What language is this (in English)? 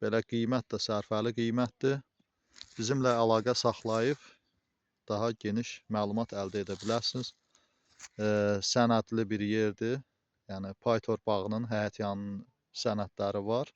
Azerbaijani